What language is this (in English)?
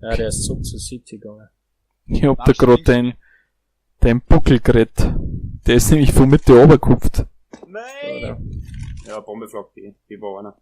Bavarian